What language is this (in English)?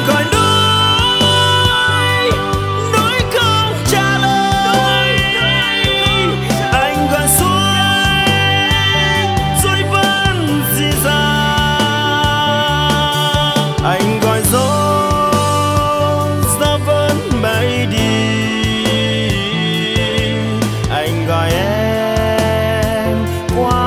Vietnamese